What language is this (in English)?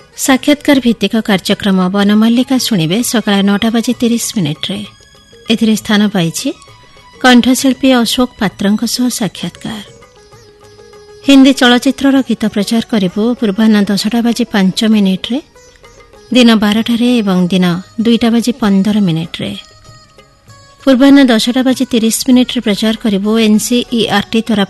Odia